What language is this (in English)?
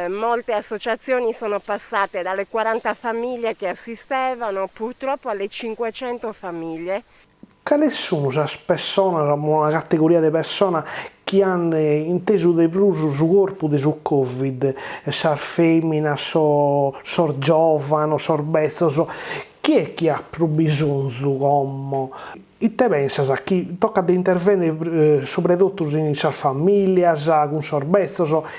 Sardinian